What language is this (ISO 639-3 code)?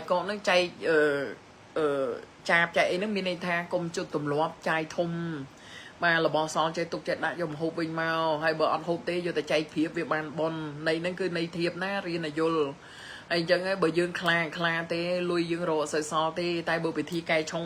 khm